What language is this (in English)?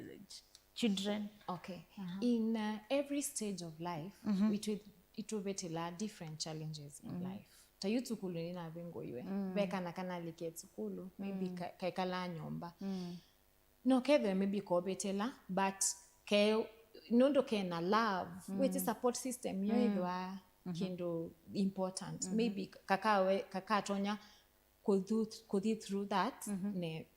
Kamba